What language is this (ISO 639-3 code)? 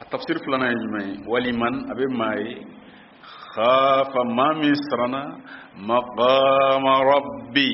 bam